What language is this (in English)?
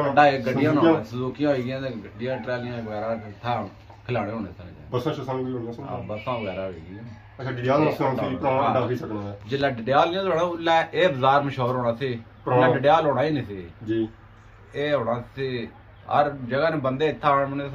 Pahari-Potwari